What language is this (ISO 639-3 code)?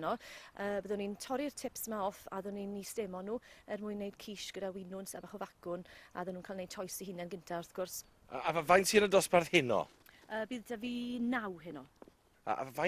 cym